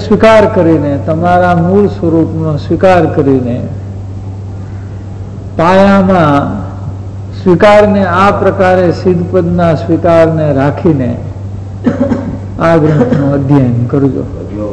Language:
Gujarati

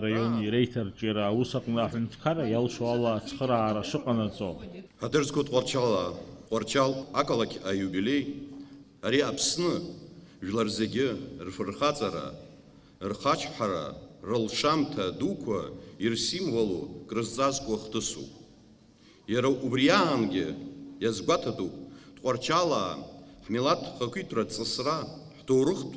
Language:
Abkhazian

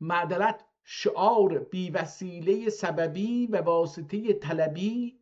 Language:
South Azerbaijani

